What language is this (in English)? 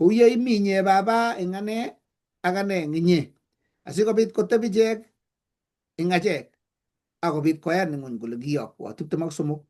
Kalenjin